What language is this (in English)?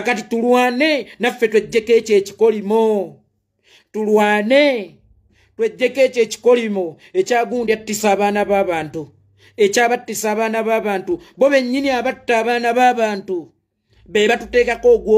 Ganda